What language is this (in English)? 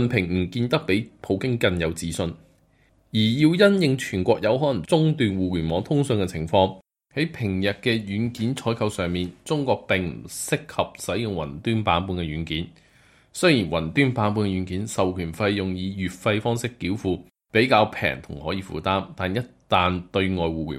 Cantonese